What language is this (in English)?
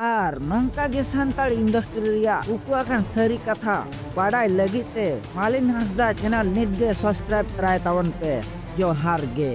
Santali